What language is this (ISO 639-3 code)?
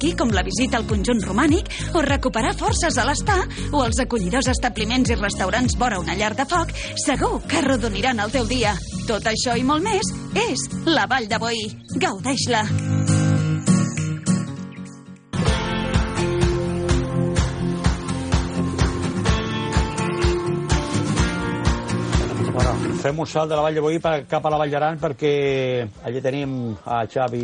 cat